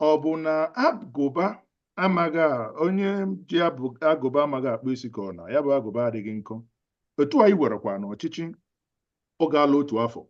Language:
Igbo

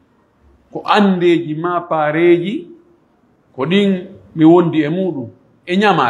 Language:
Pular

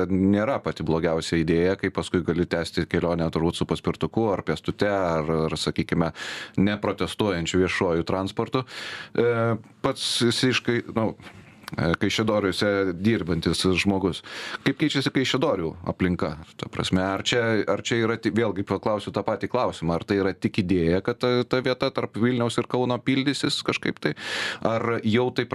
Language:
Lithuanian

